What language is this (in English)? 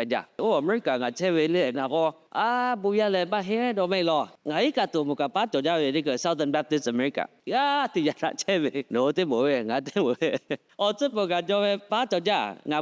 Lahu